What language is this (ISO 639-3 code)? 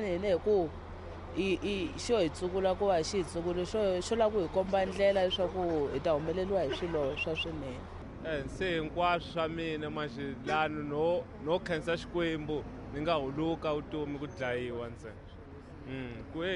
tso